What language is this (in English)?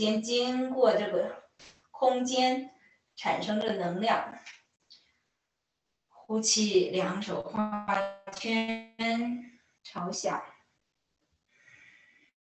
Chinese